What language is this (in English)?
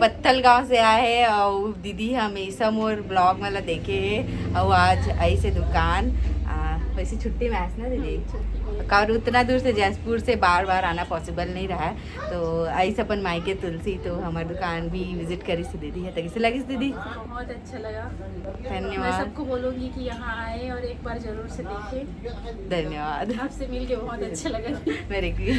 Chhattisgarhi